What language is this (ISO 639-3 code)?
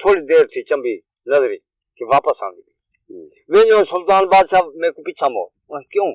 skr